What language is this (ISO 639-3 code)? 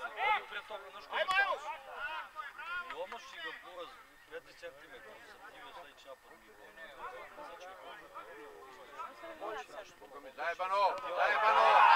srp